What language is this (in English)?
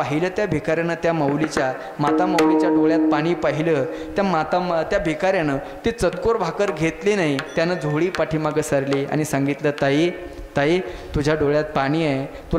Marathi